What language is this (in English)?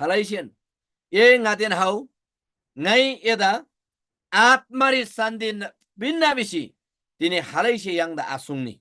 Eastern Tamang